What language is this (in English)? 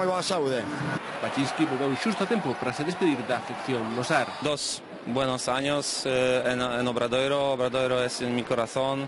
Galician